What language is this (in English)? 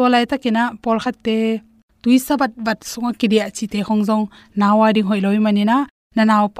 Tedim Chin